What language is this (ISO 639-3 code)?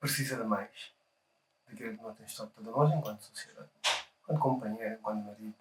kea